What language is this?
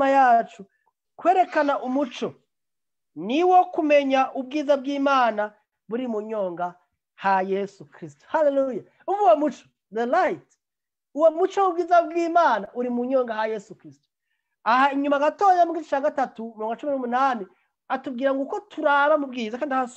Rundi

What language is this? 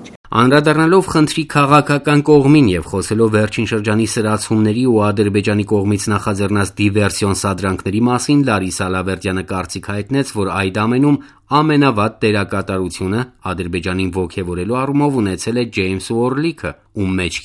Armenian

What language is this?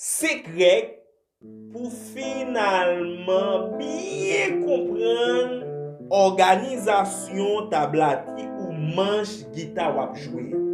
Haitian Creole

